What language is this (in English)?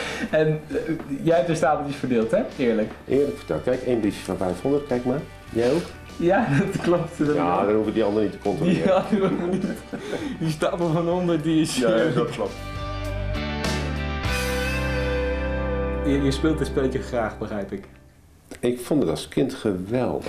Dutch